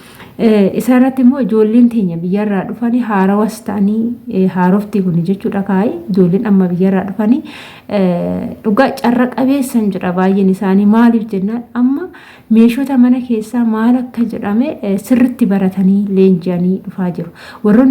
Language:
Oromo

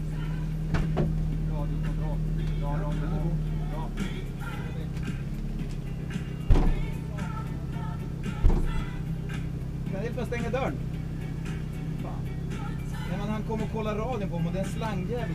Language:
Swedish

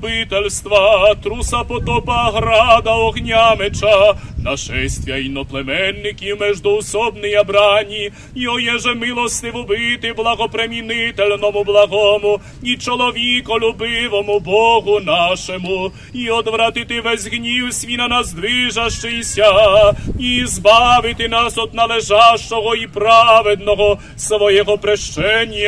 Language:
Rusyn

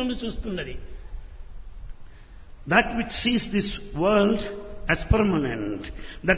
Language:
Telugu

